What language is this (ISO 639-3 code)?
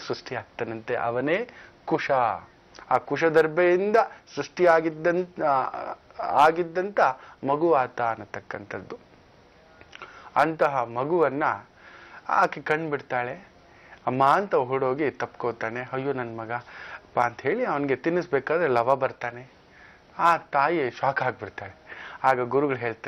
kan